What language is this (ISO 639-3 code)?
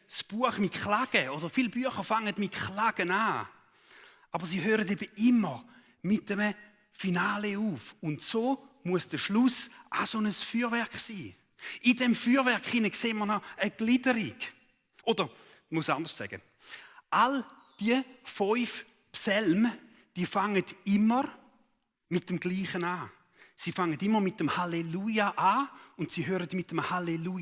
gsw